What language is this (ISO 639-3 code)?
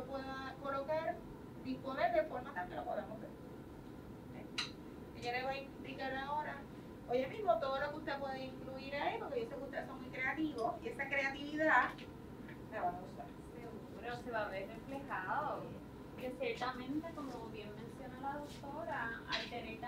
spa